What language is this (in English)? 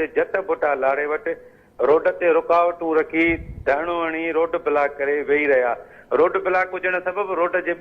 Sindhi